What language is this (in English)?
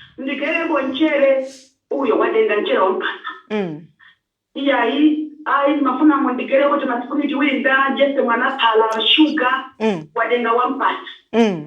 Nyanja